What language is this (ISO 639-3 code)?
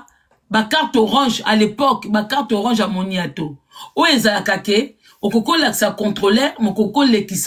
lin